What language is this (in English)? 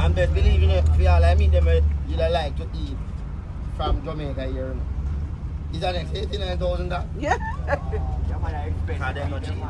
Jamaican Creole English